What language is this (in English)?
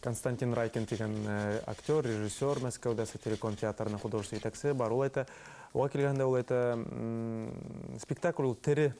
Bashkir